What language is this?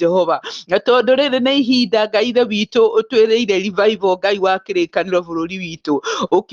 Kikuyu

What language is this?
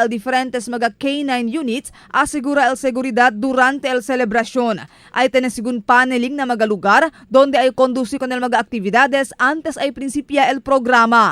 Chavacano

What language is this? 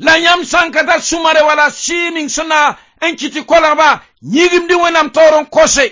Mossi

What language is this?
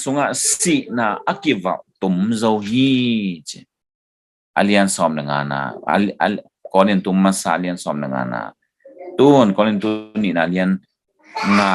Tedim Chin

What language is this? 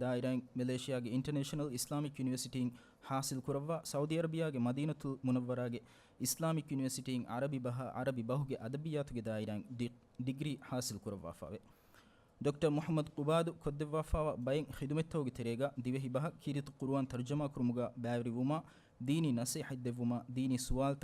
Divehi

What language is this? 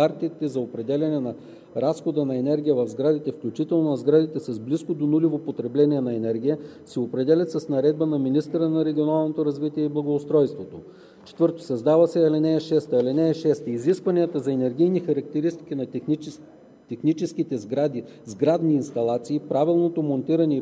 Bulgarian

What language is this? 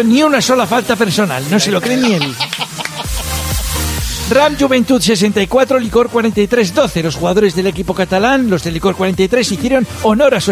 Spanish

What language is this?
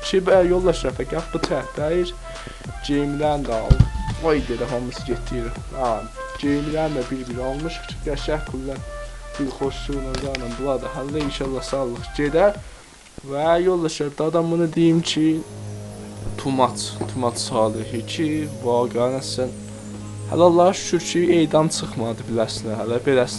South Azerbaijani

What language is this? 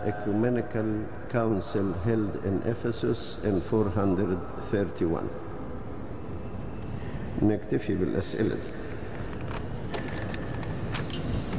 Egyptian Arabic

